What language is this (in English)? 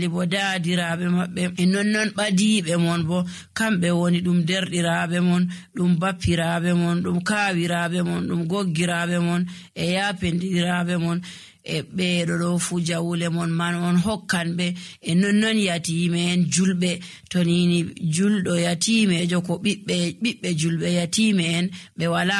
Nigerian Fulfulde